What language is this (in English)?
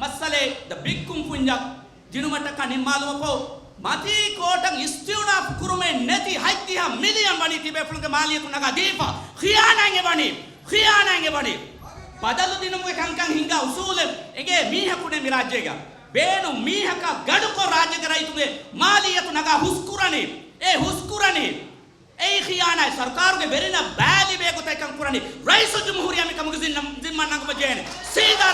Divehi